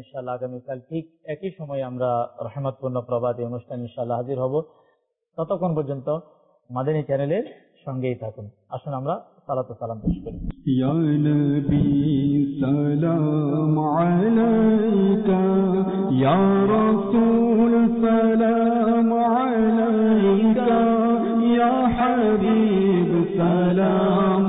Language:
Bangla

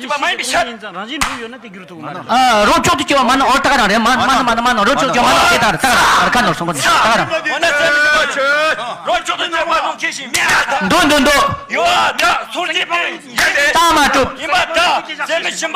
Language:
Tibetan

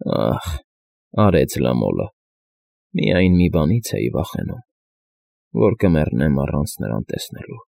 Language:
Armenian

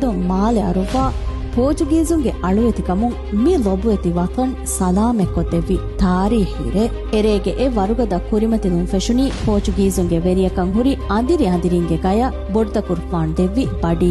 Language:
Divehi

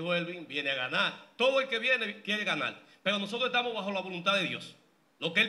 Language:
Spanish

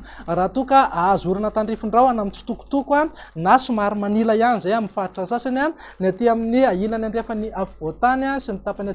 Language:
Malagasy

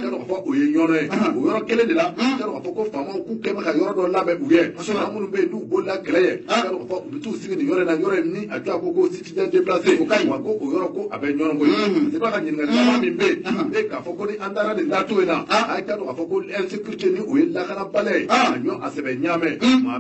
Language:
Bambara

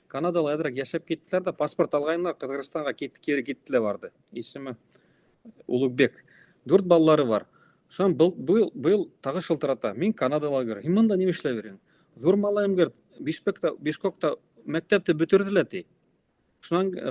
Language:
Bashkir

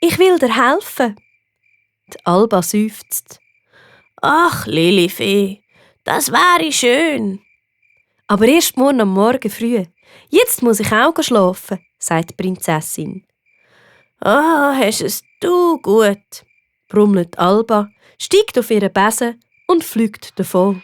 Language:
Swiss German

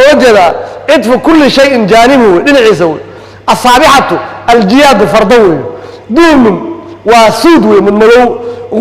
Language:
Somali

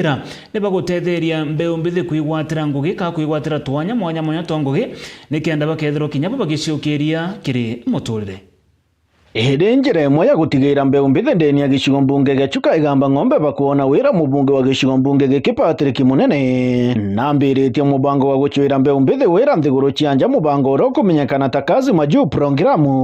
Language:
Meru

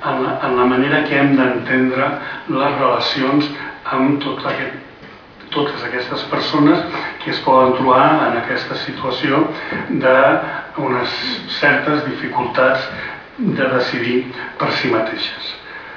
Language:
Catalan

